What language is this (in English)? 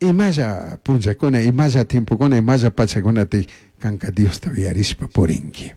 Chimborazo Highland Quichua